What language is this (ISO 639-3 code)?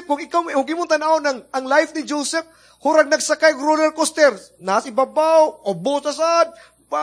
ceb